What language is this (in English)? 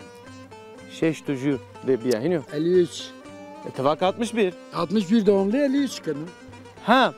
Zaza